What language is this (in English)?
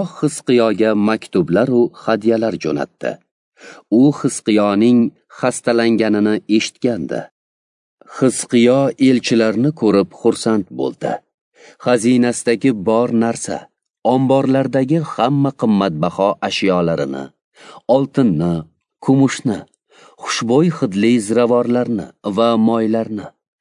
Uzbek